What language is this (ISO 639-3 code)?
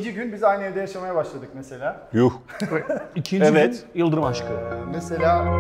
tur